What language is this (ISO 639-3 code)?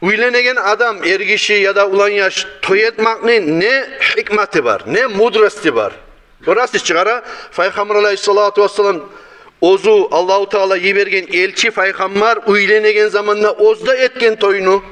kum